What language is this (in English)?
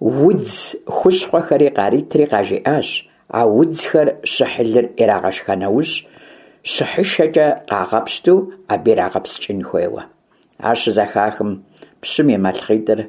Kabardian